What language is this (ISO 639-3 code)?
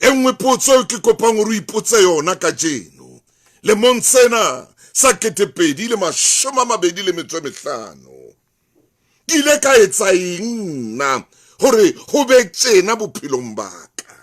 sot